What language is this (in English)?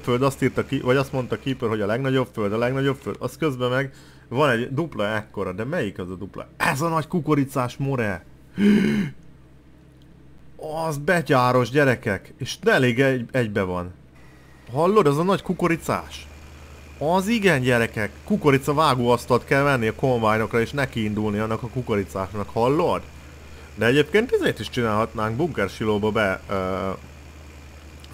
Hungarian